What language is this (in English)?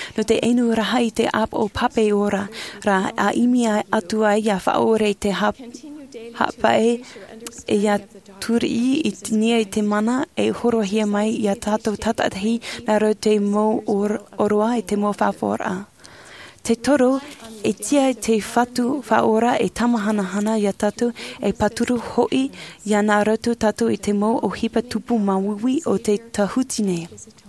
Tahitian